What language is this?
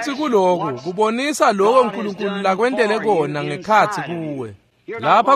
Swati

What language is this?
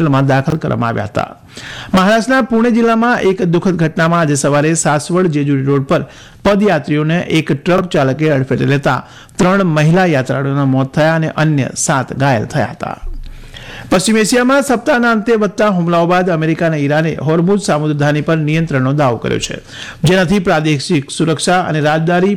Gujarati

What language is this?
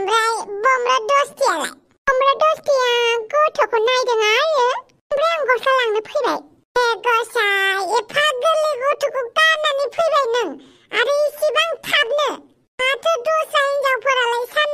Bodo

